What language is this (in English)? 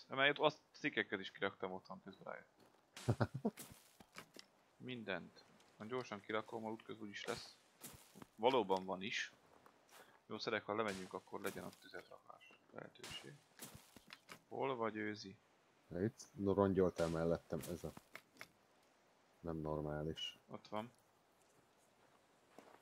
Hungarian